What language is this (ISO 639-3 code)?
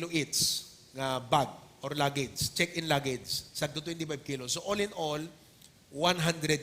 ilo